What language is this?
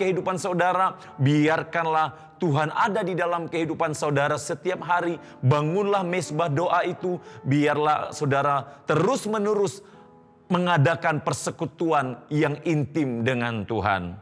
Indonesian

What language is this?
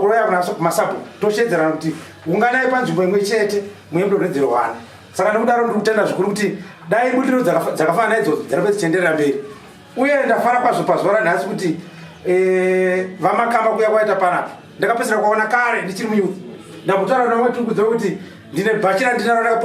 Shona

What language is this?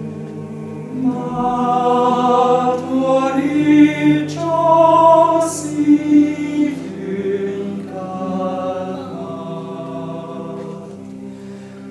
Hungarian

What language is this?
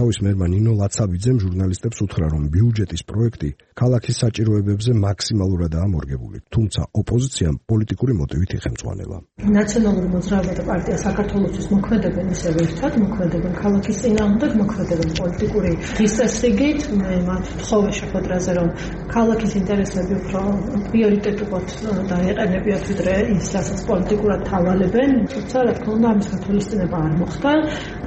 Georgian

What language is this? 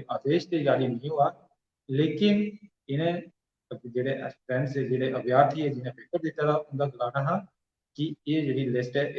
Dogri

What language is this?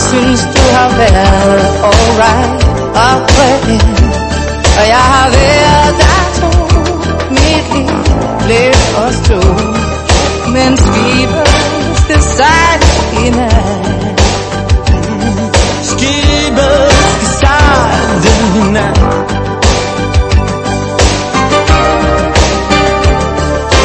Danish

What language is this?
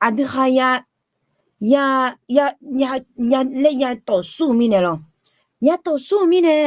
Akha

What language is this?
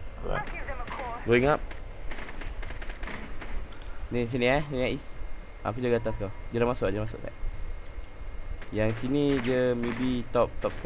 Malay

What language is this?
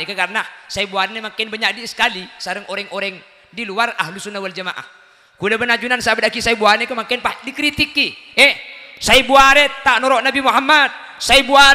Madurese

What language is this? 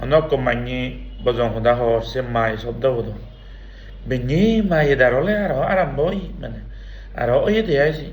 Chakma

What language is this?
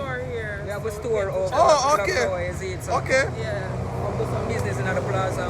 Jamaican Creole English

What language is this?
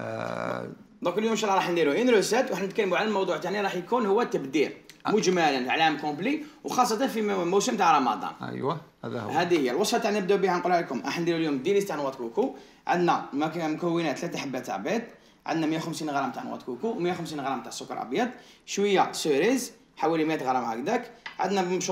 Algerian Arabic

